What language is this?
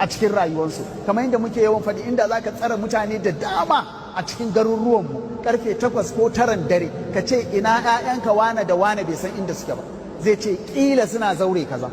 Hausa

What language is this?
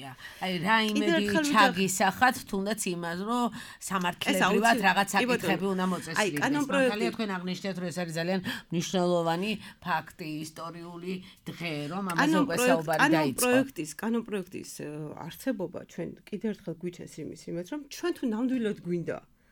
Georgian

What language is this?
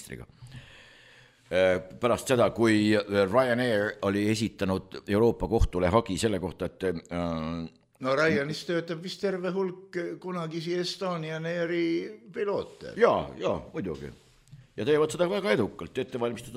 Estonian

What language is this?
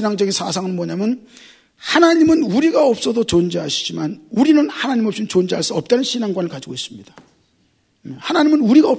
Korean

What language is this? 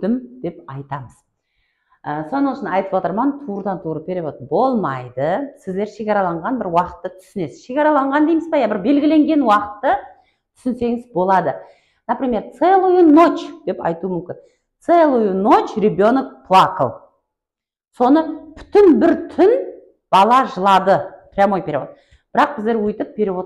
Kara-Kalpak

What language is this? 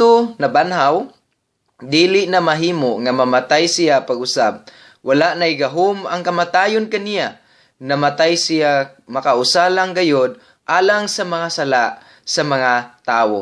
Cebuano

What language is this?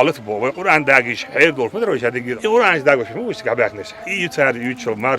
Chechen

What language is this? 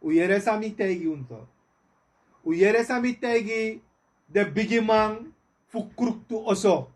Sranan Tongo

